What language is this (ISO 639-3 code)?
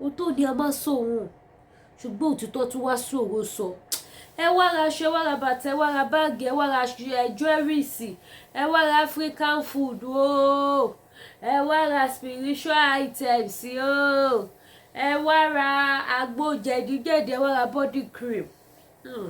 yor